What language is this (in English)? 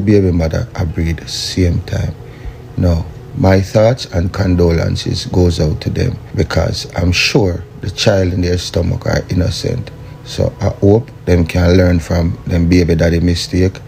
Jamaican Creole English